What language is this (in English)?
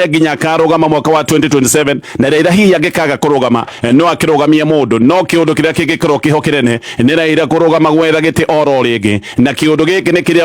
Kikuyu